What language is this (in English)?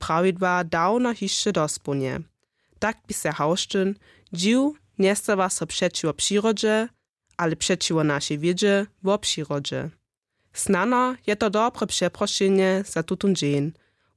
Upper Sorbian